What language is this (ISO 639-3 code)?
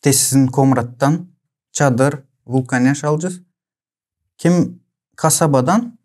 gag